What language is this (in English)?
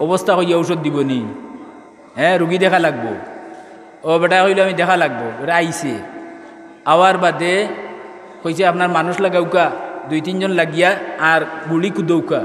Sylheti